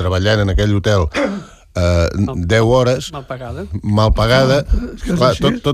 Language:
Catalan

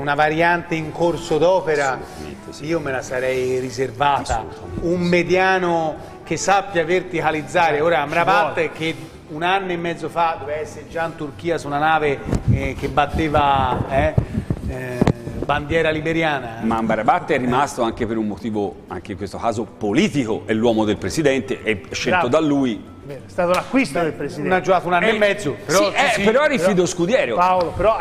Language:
Italian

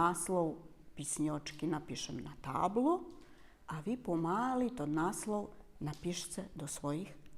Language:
Rusyn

